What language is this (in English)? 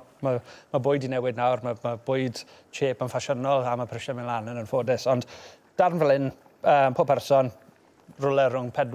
Welsh